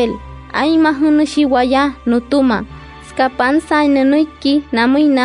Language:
Wayuu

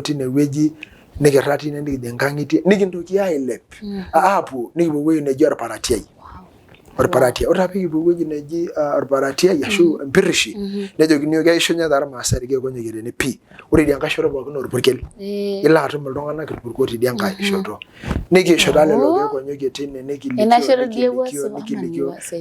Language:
Masai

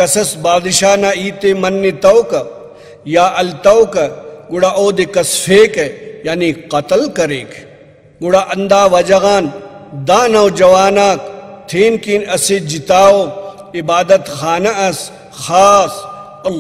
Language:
Brahui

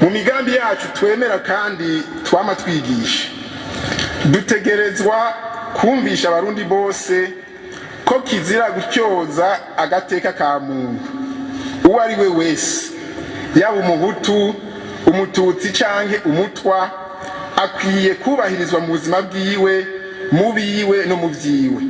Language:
Rundi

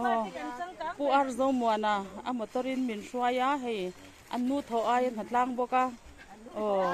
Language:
Mizo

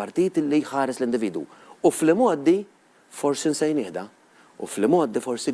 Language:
Maltese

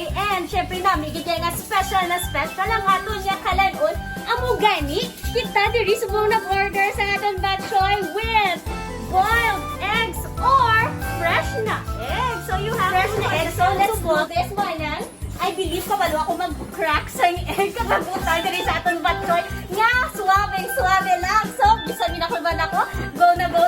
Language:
Hiligaynon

